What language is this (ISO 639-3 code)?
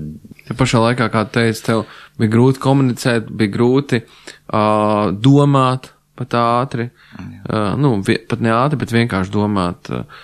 lav